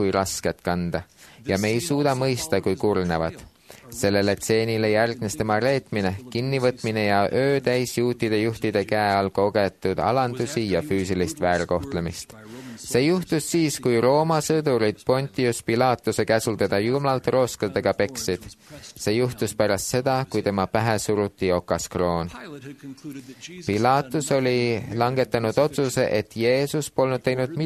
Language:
Estonian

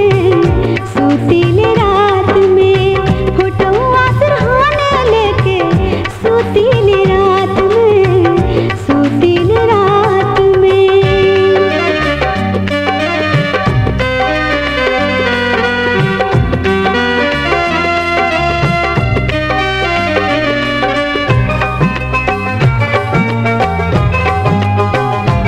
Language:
Bhojpuri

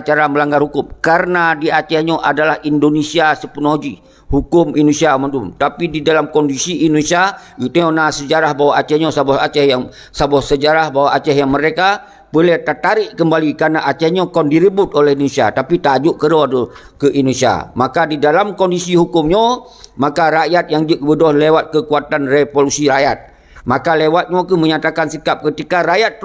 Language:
Achinese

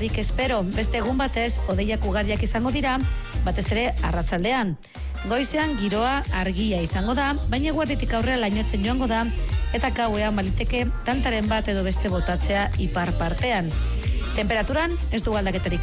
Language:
Basque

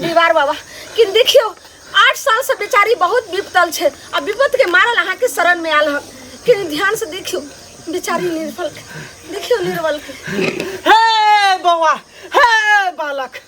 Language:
Maithili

